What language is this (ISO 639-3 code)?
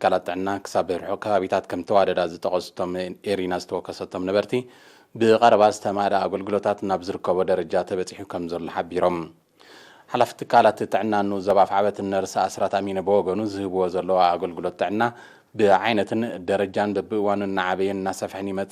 tir